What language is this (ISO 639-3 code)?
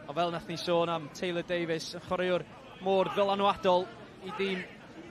cym